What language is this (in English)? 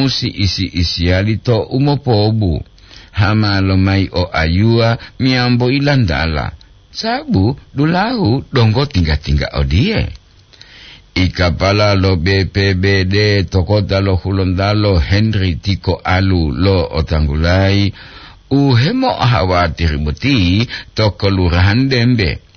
Gorontalo